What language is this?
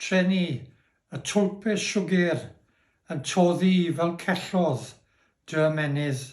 Welsh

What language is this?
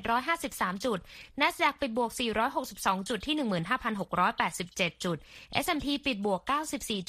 Thai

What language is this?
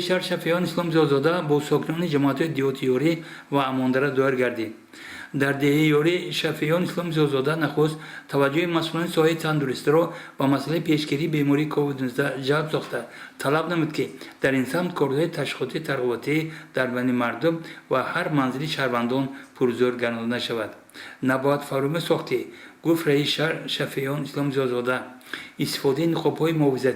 Tajik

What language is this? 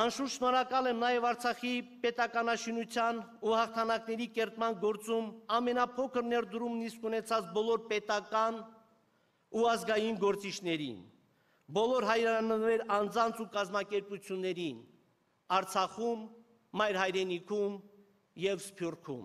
Armenian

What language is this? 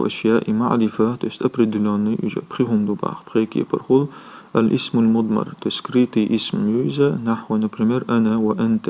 Chechen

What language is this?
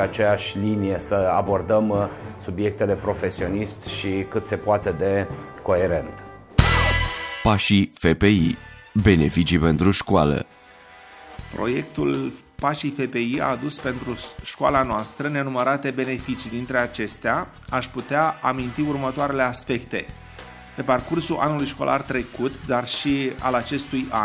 Romanian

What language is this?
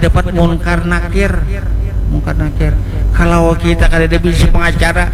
Banjar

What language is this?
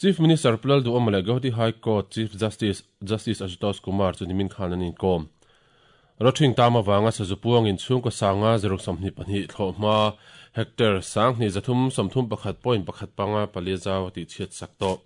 Mizo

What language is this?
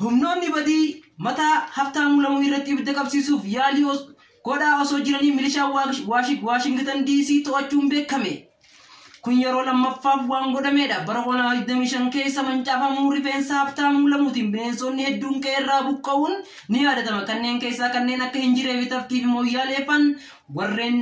Oromo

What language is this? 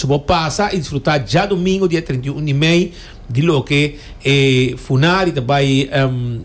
Papiamento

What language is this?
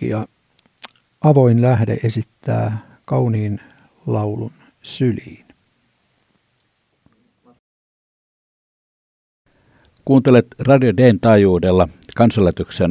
Finnish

